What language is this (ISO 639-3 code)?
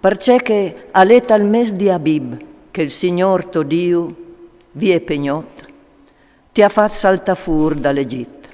fur